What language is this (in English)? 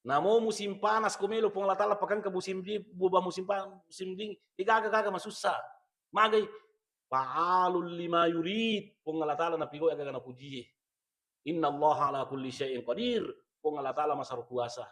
Buginese